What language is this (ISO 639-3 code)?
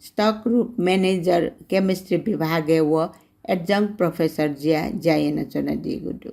new